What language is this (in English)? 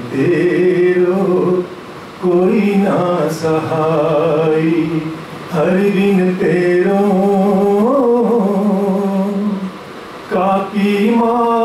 Hindi